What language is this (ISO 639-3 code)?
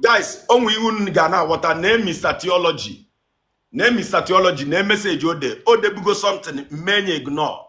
ibo